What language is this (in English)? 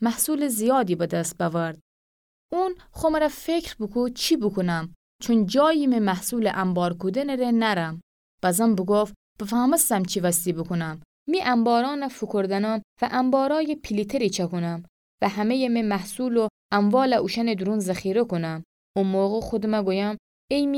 Gilaki